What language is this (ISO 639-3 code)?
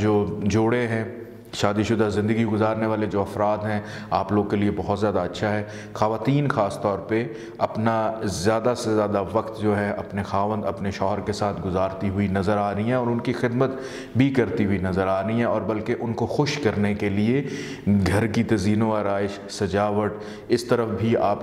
urd